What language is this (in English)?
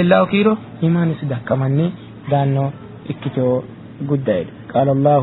Sidamo